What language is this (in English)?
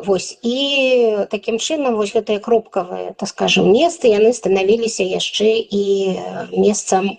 Belarusian